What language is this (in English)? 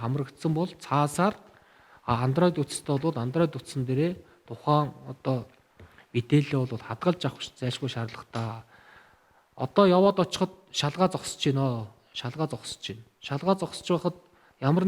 Mongolian